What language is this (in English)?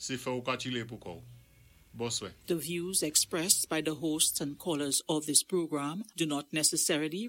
Saint Lucian Creole French